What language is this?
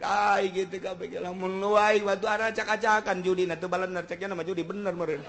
Sundanese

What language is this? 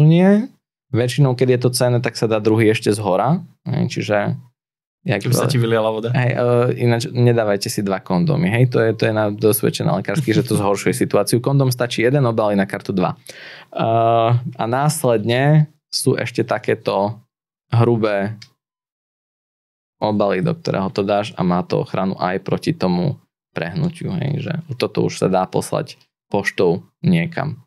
Slovak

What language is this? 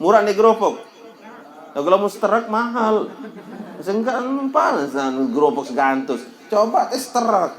Sasak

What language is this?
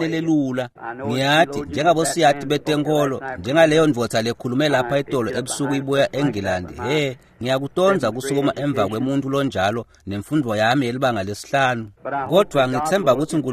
Swati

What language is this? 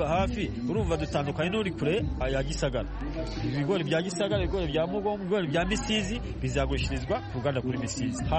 Kinyarwanda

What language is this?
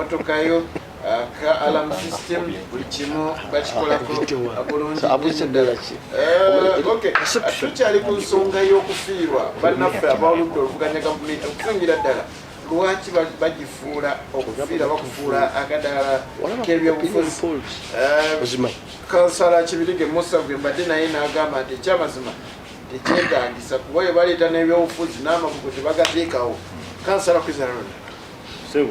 Ganda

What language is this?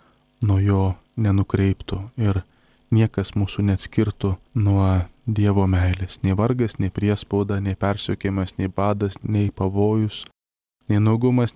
Lithuanian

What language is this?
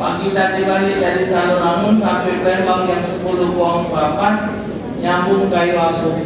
Musi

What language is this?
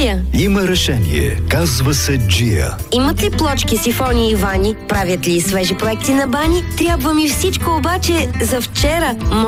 Bulgarian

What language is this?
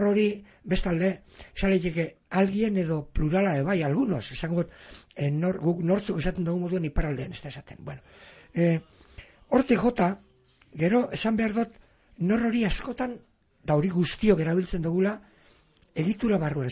Basque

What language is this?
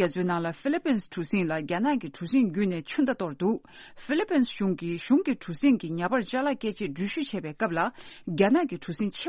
Tibetan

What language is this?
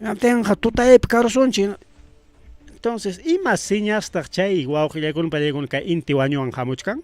Ayacucho Quechua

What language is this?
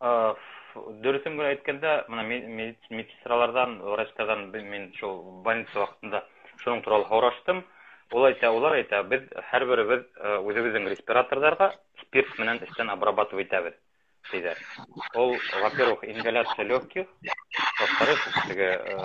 Bashkir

